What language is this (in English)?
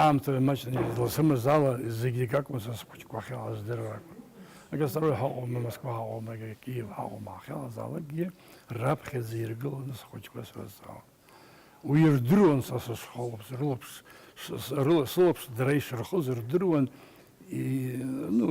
Abkhazian